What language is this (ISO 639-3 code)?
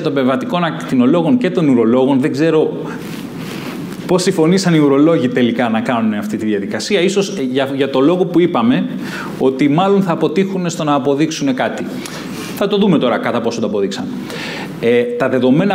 ell